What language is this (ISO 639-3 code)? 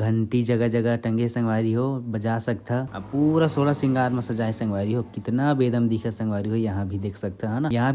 hne